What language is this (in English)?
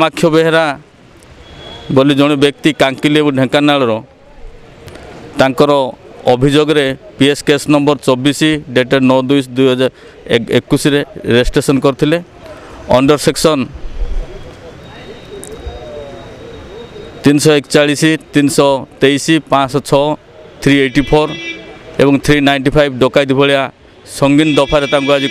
Odia